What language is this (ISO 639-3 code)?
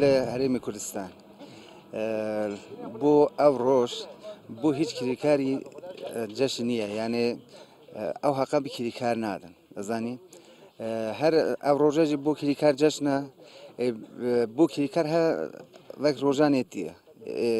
ckb